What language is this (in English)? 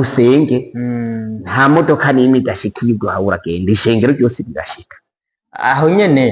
Rundi